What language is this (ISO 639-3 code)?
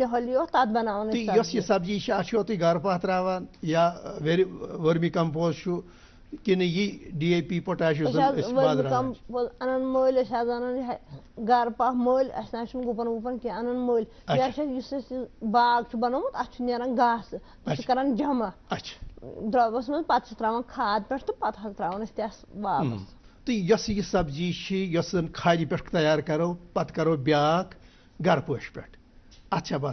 kas